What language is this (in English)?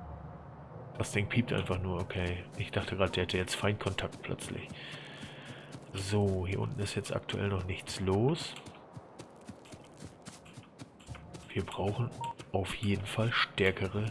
German